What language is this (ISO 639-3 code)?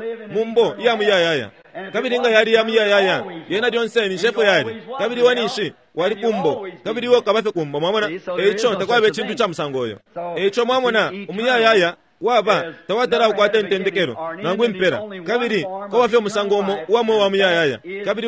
bem